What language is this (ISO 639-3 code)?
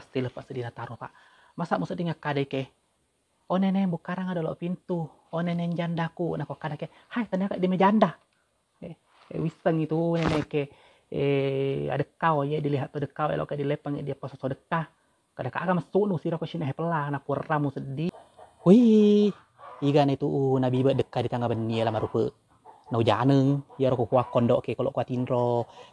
bug